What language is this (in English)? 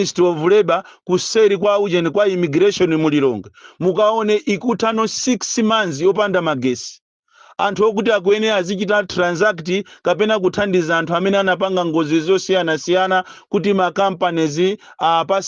Nyanja